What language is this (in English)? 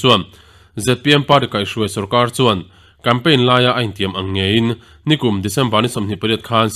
Mizo